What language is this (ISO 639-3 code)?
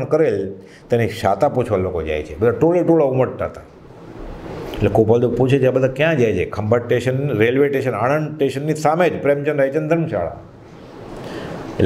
guj